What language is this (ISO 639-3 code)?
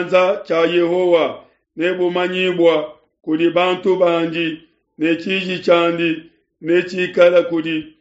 lua